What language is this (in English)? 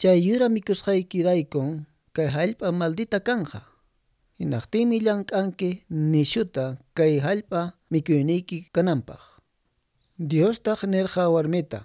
Quechua